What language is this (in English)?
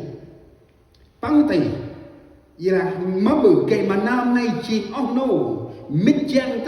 Central Mnong